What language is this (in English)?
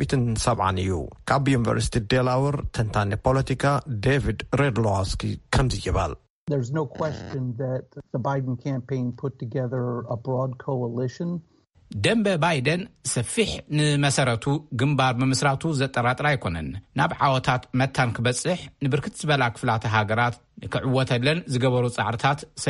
Tigrinya